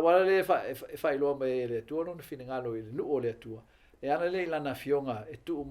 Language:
Samoan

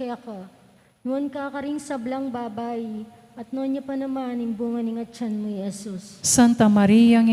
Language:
Pampanga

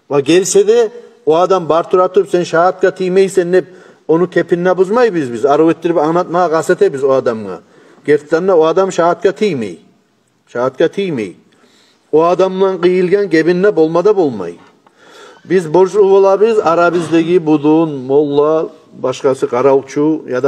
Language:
Kumyk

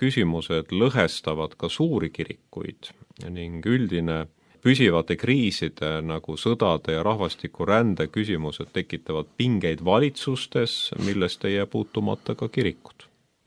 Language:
Estonian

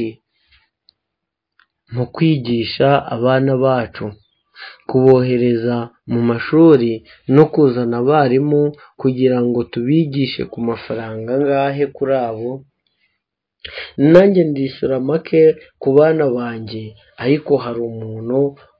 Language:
Kinyarwanda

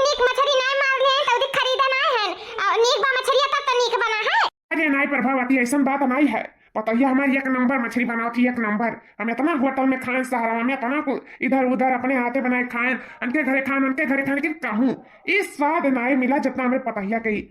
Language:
Awadhi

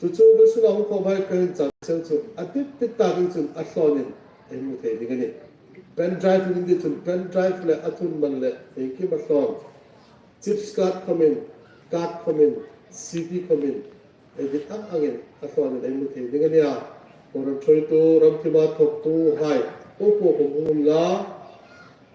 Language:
Hmar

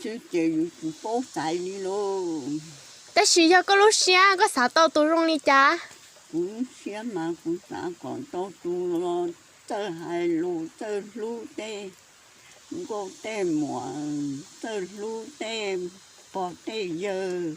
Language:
Hmong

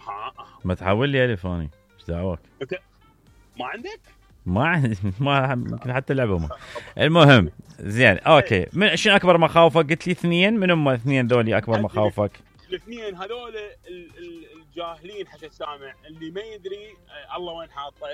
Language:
Mesopotamian Arabic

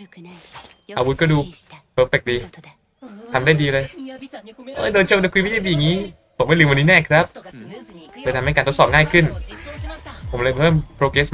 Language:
Thai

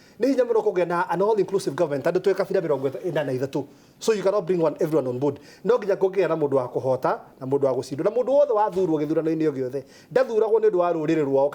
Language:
Kikuyu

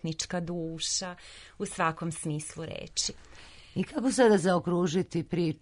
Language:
Serbian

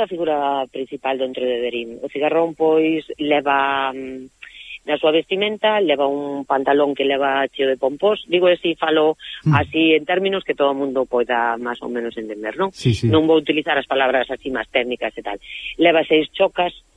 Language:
Galician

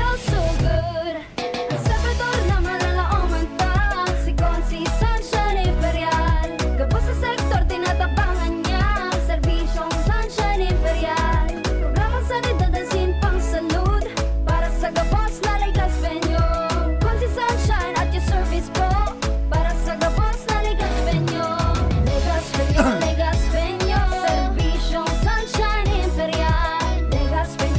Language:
Bikol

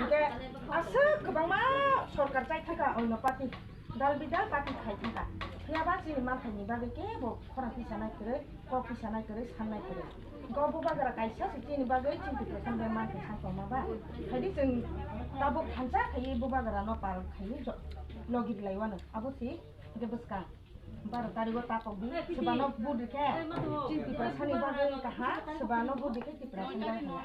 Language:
Kok Borok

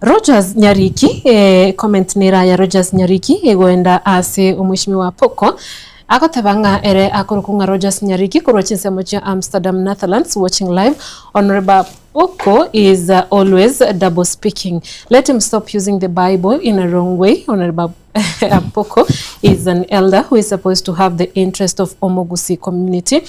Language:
Gusii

